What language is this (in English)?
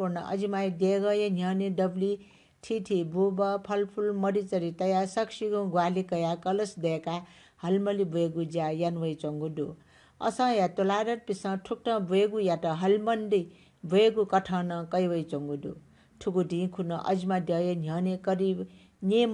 Newari